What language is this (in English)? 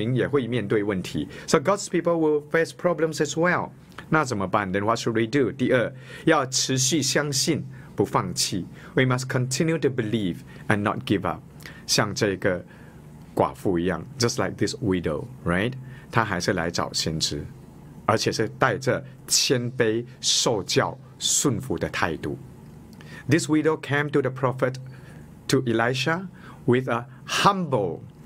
Chinese